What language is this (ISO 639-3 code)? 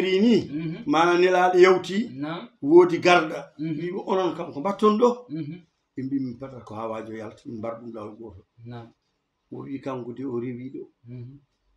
ful